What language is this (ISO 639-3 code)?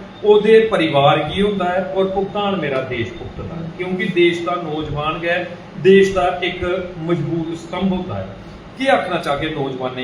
doi